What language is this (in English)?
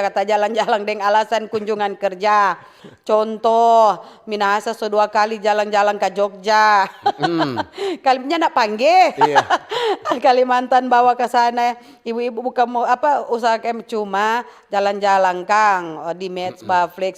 Manado Malay